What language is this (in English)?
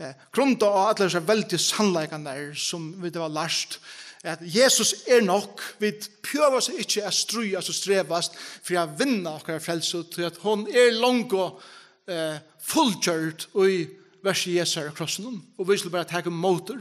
Faroese